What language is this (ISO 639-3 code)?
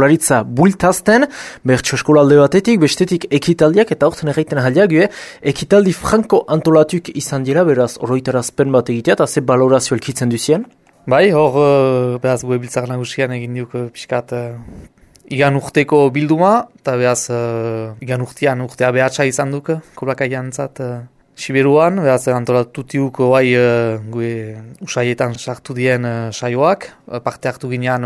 eus